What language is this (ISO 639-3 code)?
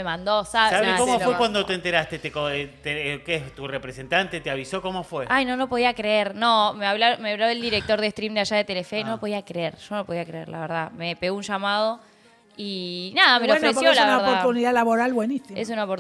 spa